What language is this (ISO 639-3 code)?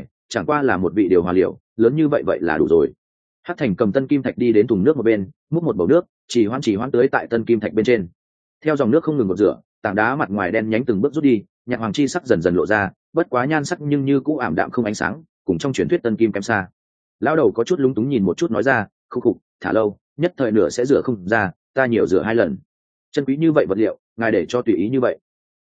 vie